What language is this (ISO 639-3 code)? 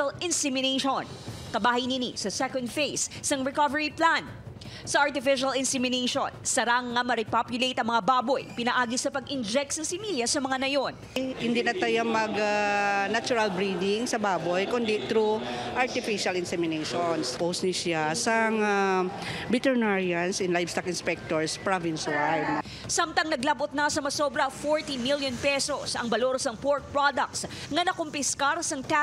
hil